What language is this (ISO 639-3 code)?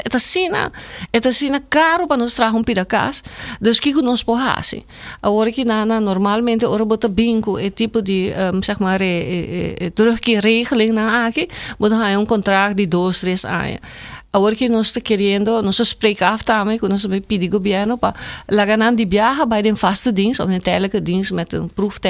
pap